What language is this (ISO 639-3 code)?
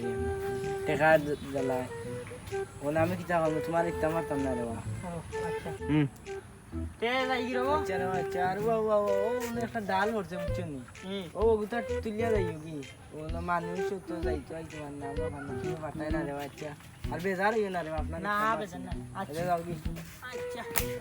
syl